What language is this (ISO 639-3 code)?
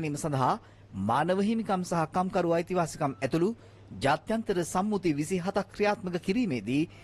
sin